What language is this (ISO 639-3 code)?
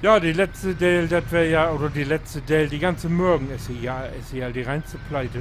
nds